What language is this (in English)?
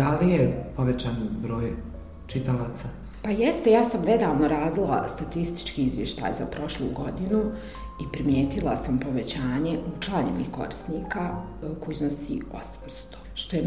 Bosnian